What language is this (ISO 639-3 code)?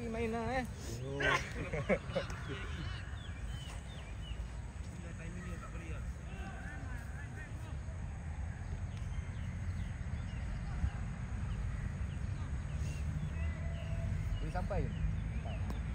msa